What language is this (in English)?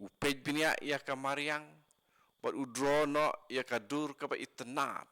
Khasi